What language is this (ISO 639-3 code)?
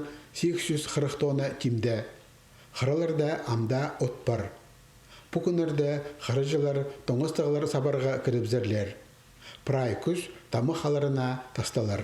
kjh